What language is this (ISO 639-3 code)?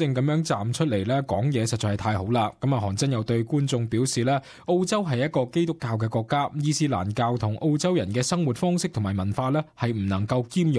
yue